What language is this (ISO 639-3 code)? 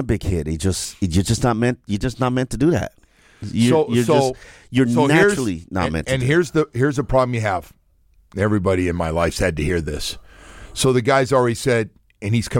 eng